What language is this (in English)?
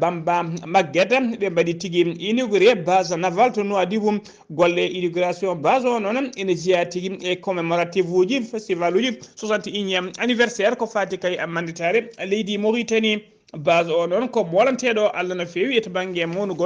Fula